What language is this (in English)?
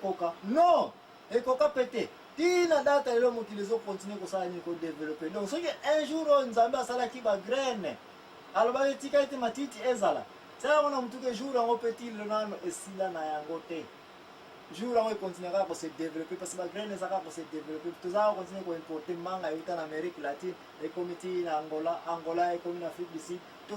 Lingala